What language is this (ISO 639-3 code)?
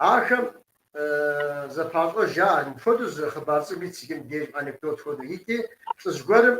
kbd